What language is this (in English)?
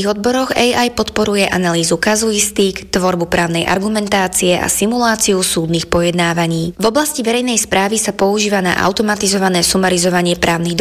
Slovak